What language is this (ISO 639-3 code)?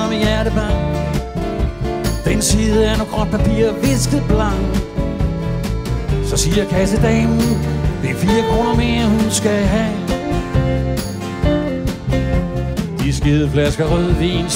dan